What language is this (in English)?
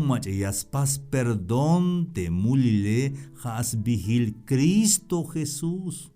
Tzeltal